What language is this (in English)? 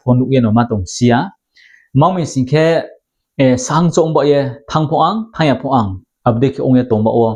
Riang (India)